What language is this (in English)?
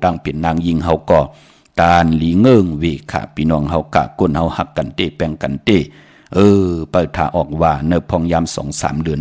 Shan